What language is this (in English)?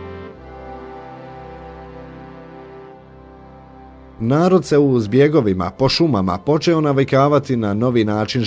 Bosnian